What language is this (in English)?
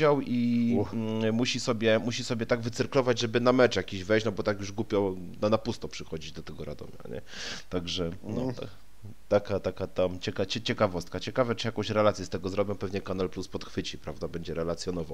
Polish